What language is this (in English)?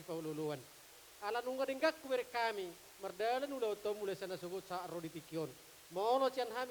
Batak Toba